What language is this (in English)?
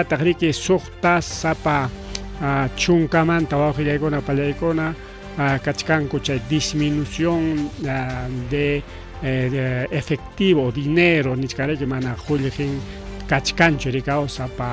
Ayacucho Quechua